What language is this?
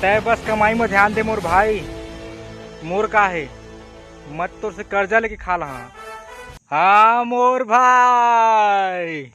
Chhattisgarhi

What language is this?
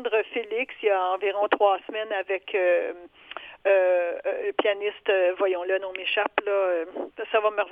French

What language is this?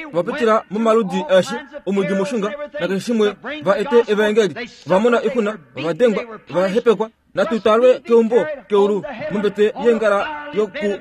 Kuanyama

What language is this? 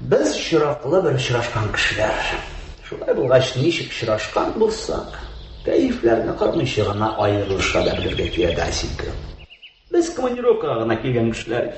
Tatar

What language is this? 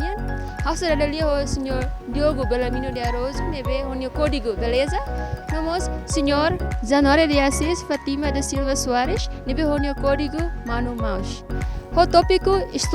Tetum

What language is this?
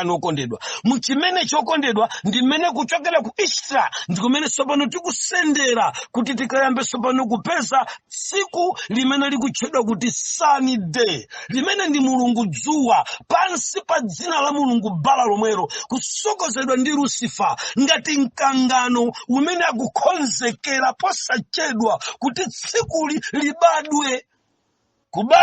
Nyanja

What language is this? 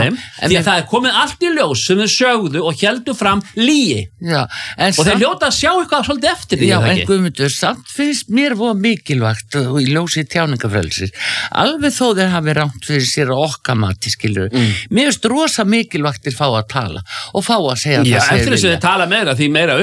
Icelandic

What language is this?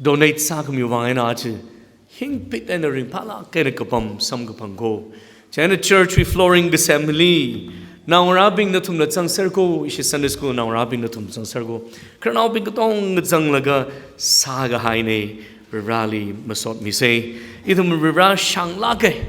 Tangkhul Naga (India)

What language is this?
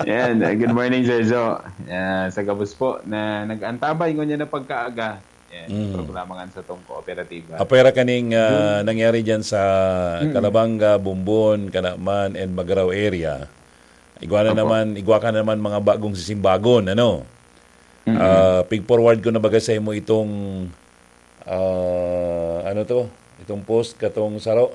Bikol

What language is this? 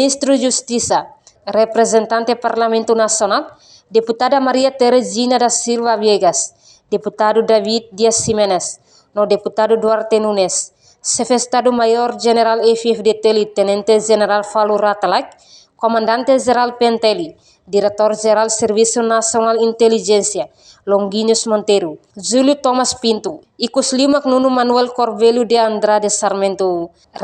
Tetum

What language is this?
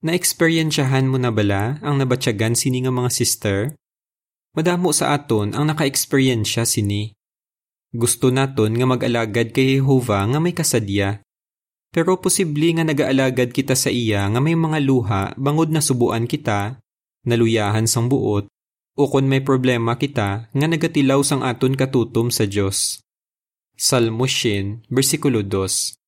Hiligaynon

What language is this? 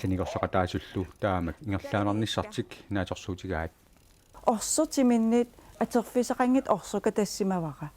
Kalaallisut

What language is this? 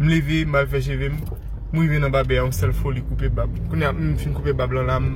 Haitian Creole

